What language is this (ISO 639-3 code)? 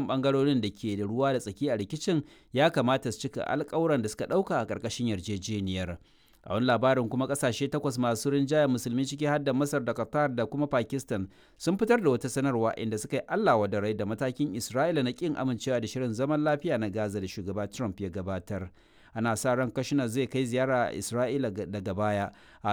hau